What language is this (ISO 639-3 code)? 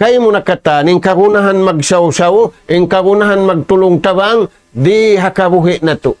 tsg